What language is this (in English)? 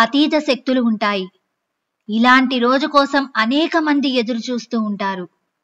Telugu